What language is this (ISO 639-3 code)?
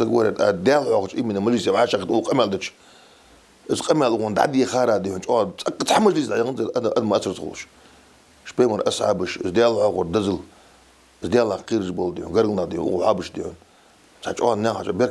inh